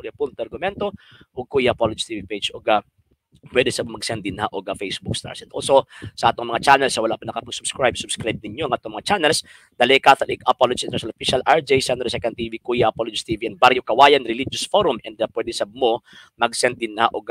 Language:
Cebuano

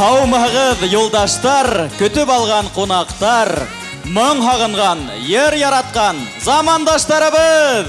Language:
Bashkir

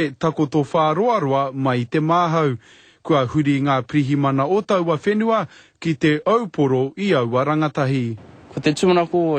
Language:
Māori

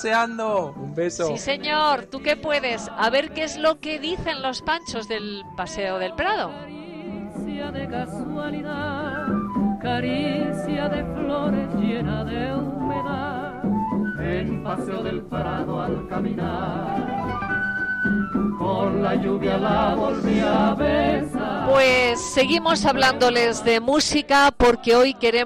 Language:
Spanish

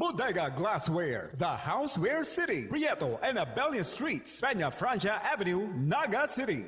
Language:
Bikol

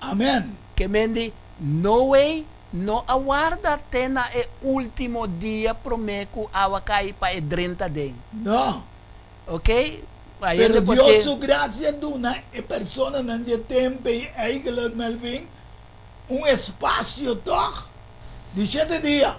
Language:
Papiamento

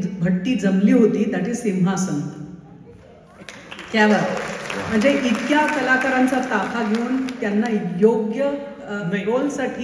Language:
Marathi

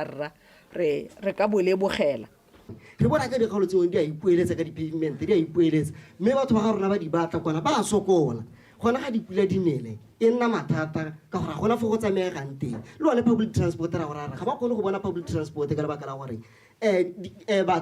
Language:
Tswana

